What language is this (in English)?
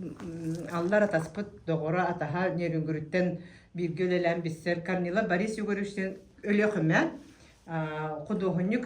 Yakut